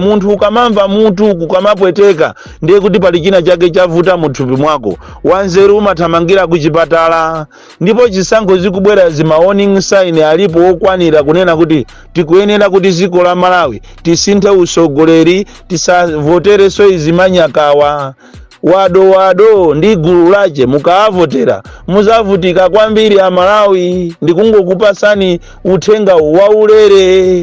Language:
Nyanja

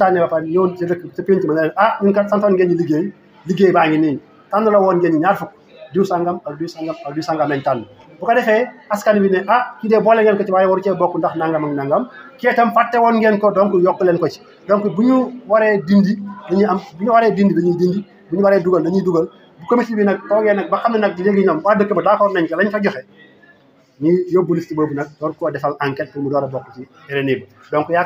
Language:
Wolof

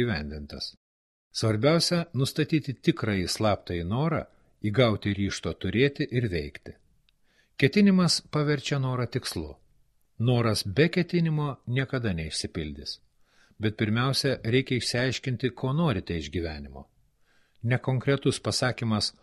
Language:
Lithuanian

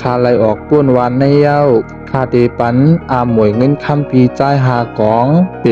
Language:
Shan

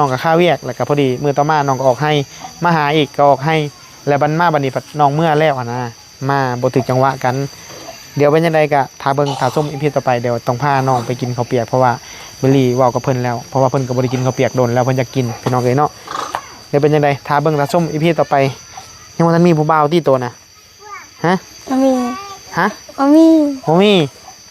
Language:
Northeastern Thai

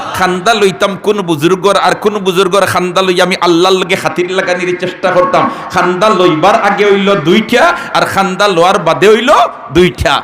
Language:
Sylheti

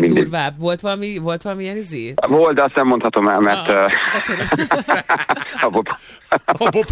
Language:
Hungarian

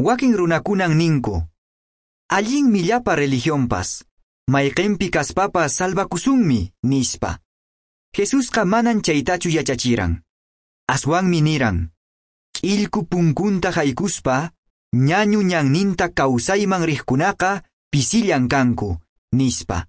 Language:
Quechua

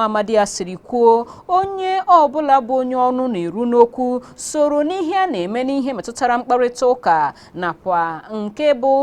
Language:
Igbo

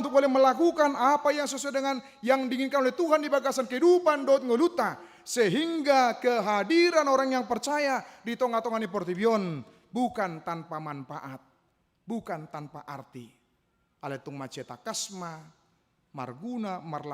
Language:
Batak Toba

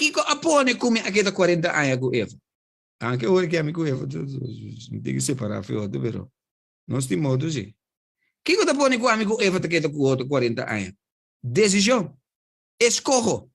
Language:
Papiamento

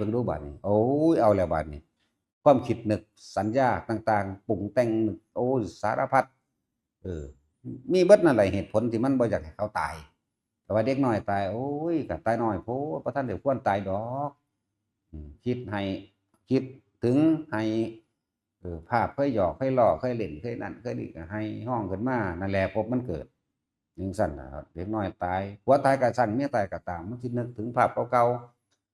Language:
Northeastern Thai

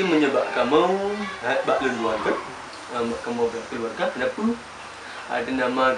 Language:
Achinese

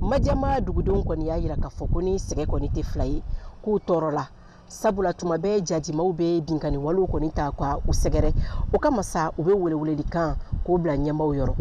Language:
Bambara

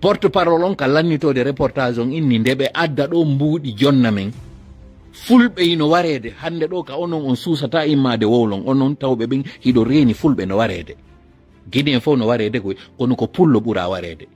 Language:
Fula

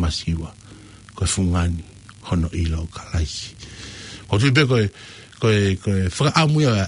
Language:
Tongan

